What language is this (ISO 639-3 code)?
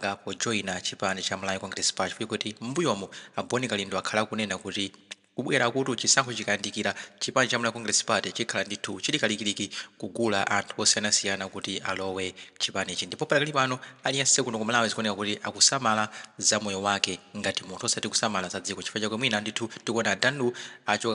nya